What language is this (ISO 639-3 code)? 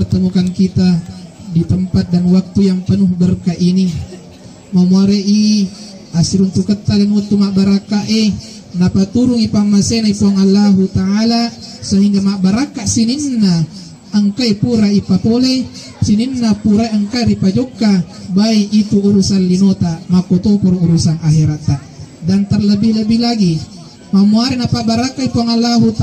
bug